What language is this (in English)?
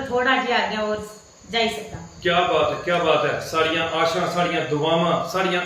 Dogri